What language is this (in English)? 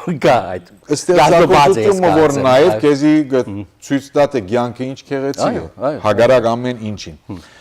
Western Armenian